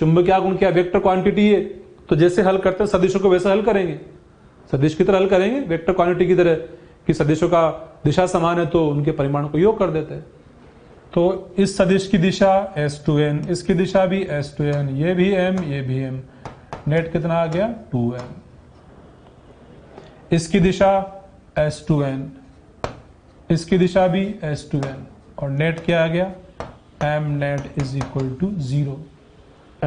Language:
Hindi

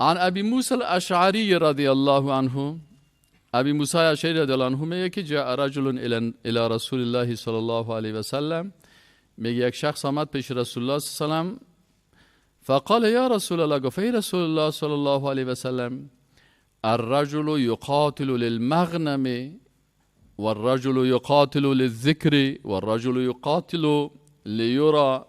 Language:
Persian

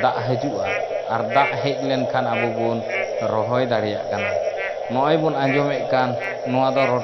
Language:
Santali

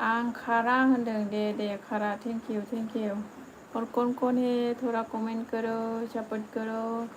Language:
Bodo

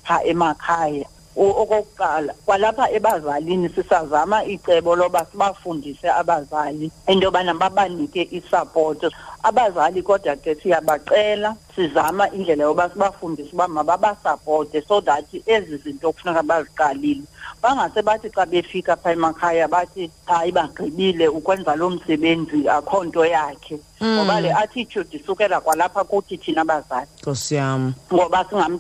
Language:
Xhosa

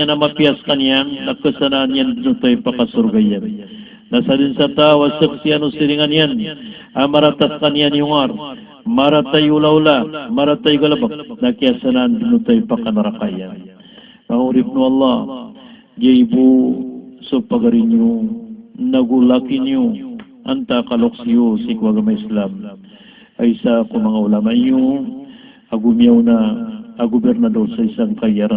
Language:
Maranao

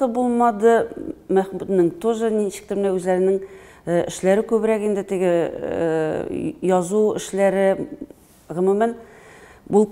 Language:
Tatar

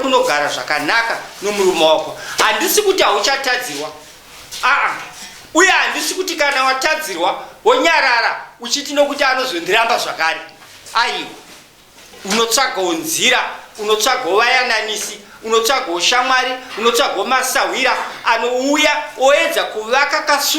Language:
Shona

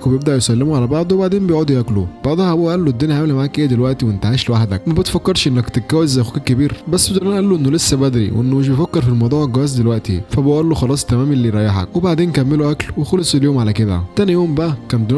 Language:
Egyptian Arabic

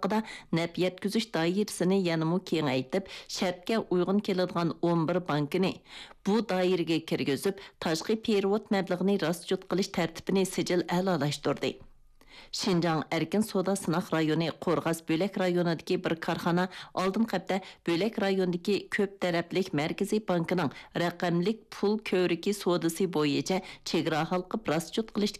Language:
Uyghur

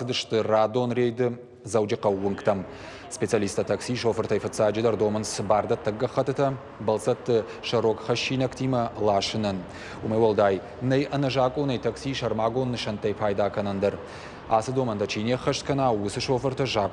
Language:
Ossetic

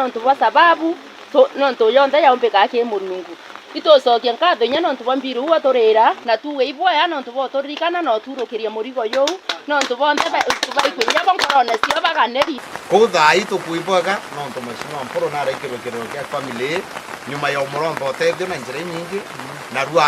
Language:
Meru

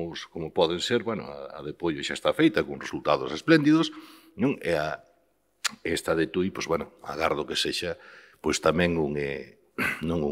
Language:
Galician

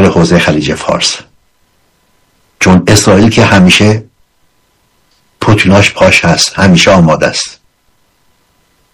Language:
Persian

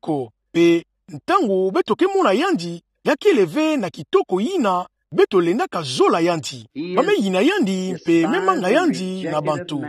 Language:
Kituba (Democratic Republic of Congo)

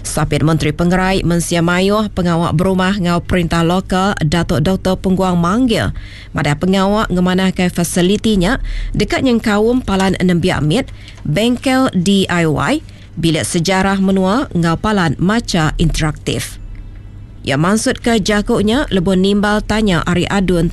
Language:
Iban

